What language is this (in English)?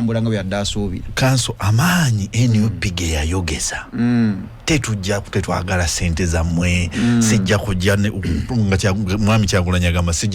Ganda